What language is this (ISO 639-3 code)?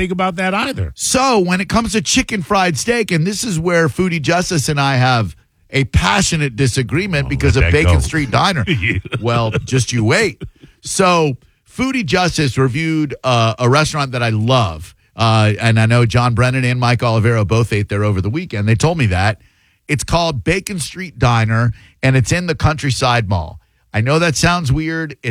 eng